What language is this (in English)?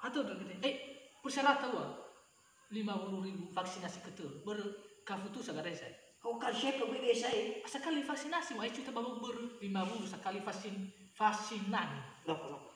Nias